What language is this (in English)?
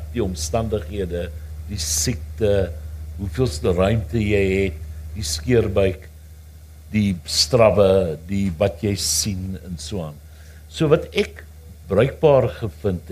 Afrikaans